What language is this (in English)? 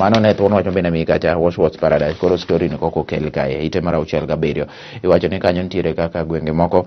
Luo (Kenya and Tanzania)